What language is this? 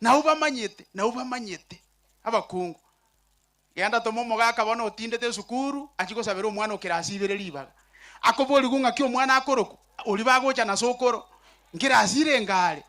Gusii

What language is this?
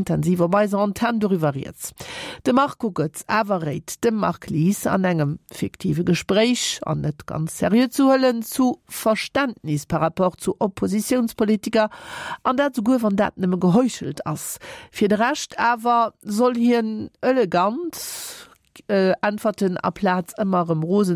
Luxembourgish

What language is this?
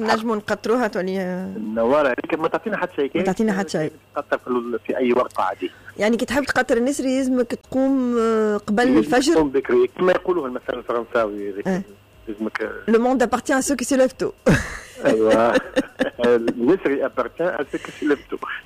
Tunisian Arabic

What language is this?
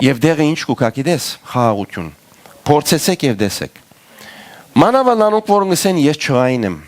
Western Armenian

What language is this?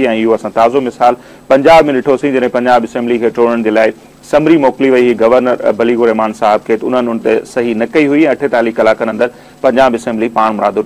Sindhi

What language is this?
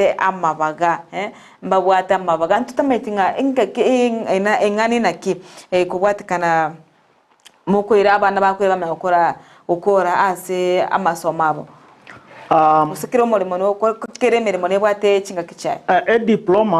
Gusii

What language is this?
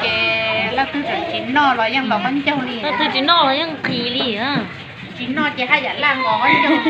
Hmong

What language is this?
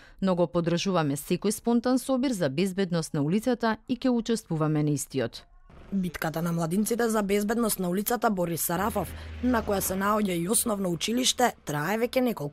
Macedonian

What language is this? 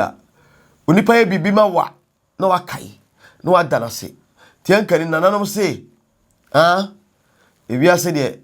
Akan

